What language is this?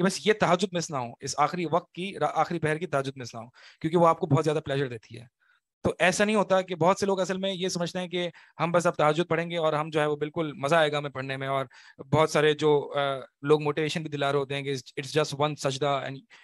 Urdu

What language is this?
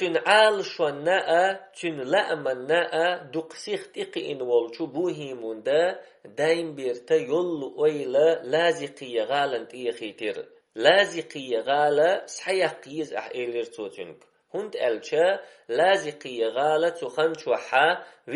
Chechen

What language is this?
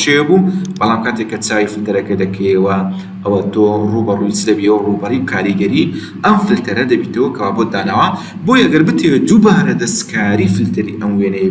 Central Kurdish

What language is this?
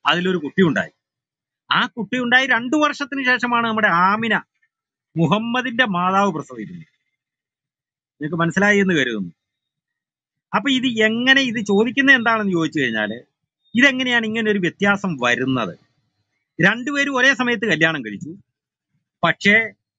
Malayalam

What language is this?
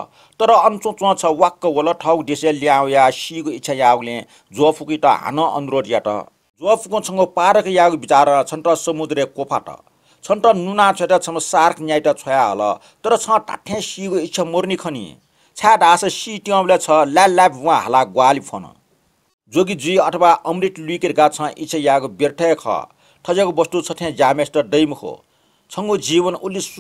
Newari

